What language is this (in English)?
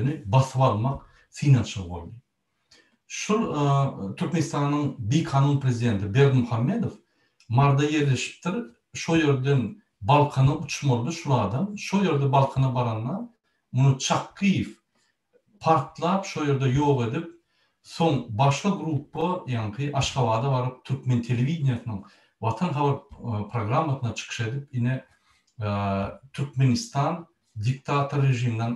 Turkmen